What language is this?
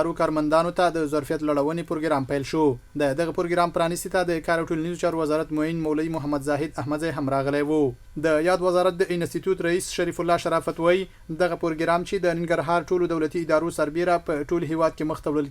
Pashto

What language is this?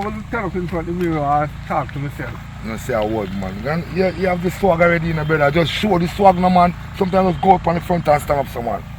Jamaican Creole English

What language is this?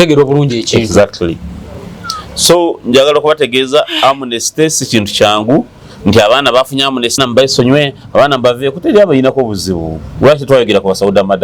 Ganda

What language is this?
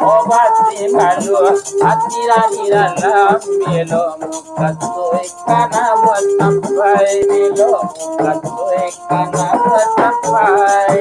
Minangkabau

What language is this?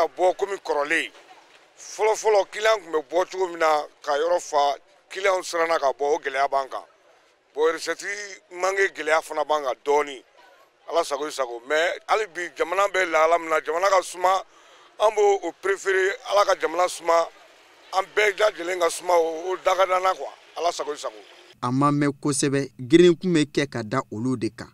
Bambara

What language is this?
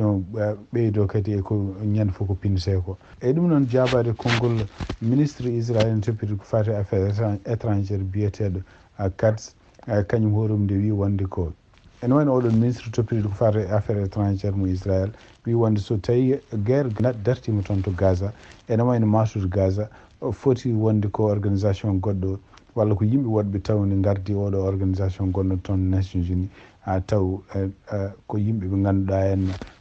Fula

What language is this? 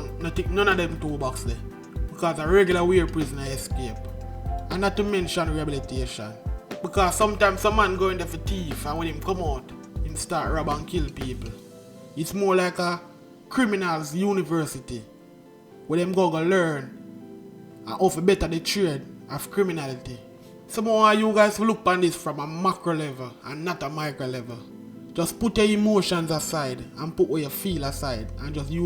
Jamaican Creole English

